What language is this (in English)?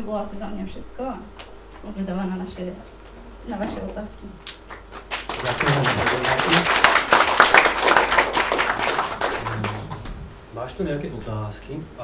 Slovak